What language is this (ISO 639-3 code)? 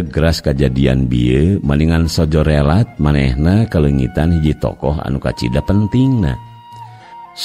sun